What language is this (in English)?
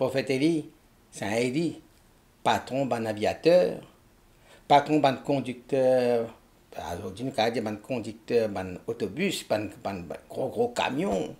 Morisyen